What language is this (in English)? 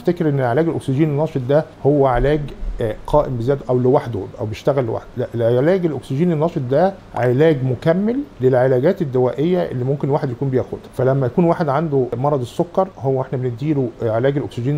Egyptian Arabic